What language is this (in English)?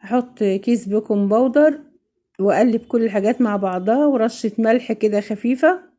Egyptian Arabic